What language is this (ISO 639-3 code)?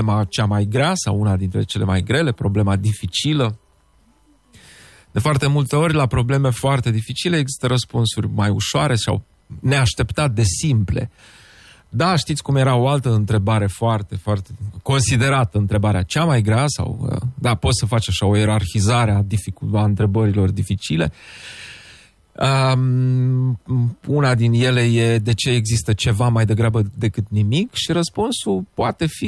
ron